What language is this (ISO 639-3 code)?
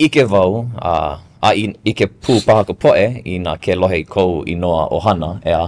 haw